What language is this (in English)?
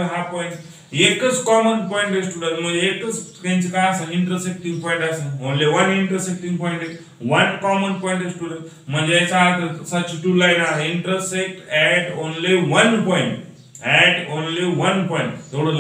Marathi